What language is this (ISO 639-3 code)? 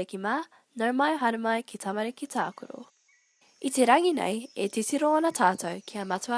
mri